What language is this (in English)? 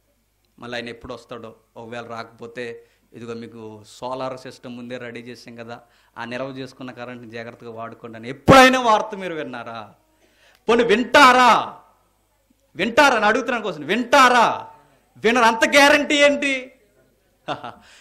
Telugu